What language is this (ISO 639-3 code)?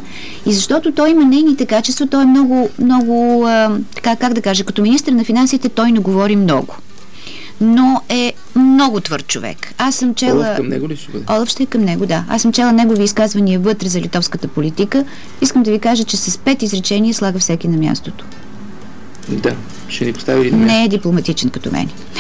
bul